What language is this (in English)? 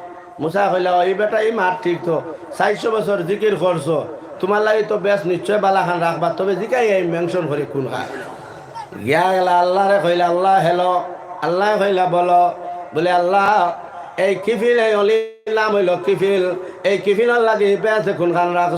Sylheti